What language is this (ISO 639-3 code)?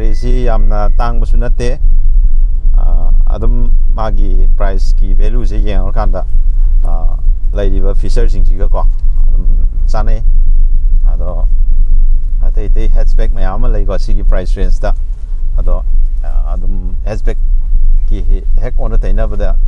mni